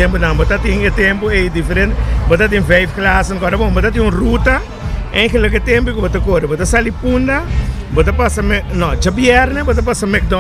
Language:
Papiamento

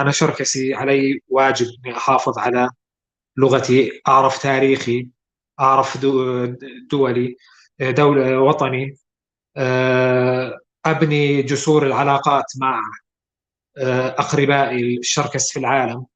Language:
North Levantine Arabic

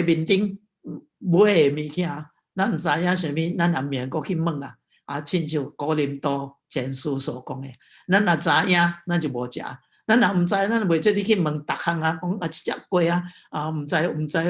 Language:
Min Nan Chinese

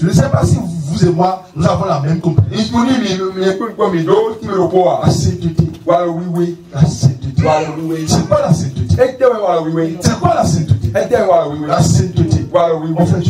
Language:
French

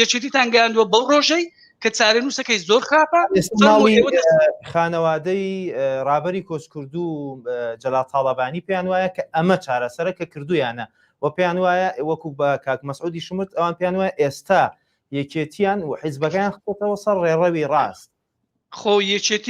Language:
Central Kurdish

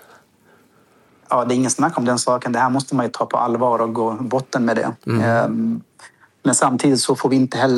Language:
Swedish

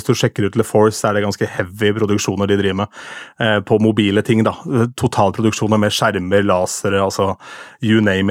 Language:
Norwegian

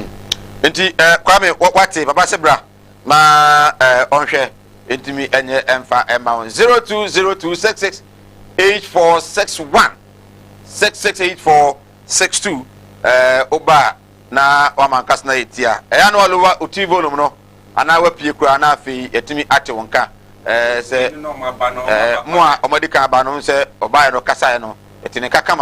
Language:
Akan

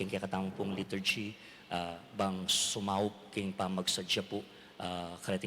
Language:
Pampanga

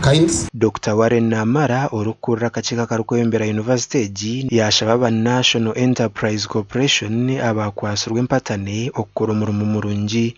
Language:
Nyankole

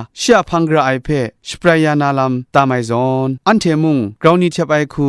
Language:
Kachin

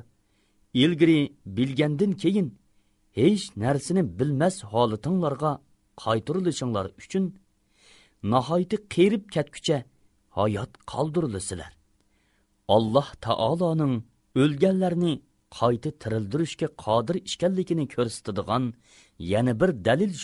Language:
Uyghur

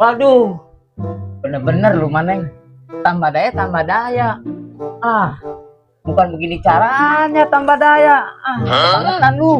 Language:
Betawi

